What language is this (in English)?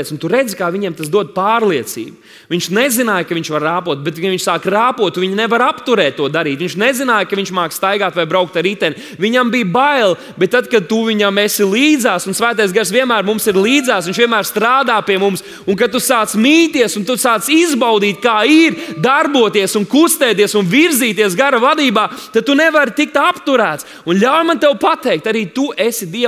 Latvian